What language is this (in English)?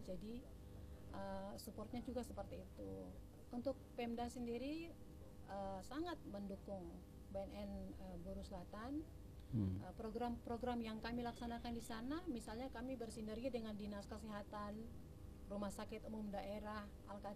Indonesian